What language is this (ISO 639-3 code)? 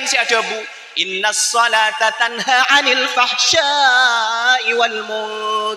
mad